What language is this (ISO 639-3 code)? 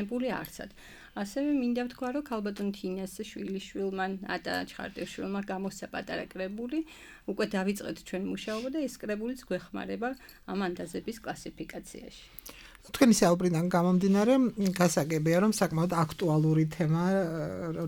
kat